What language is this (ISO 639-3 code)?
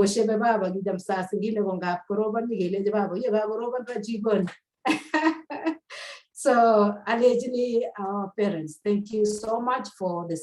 kln